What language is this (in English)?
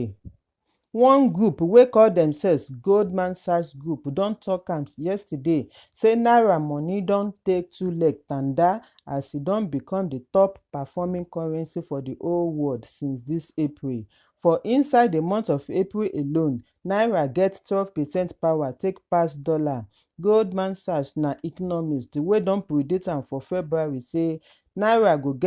Nigerian Pidgin